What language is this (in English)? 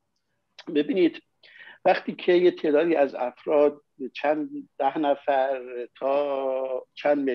Persian